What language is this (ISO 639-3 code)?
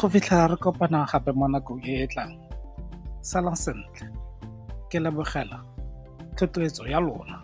tsn